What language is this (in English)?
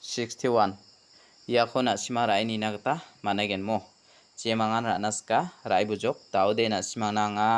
Garo